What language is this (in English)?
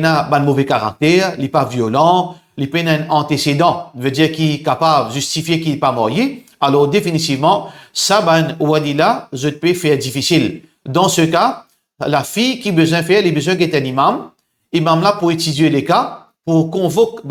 Morisyen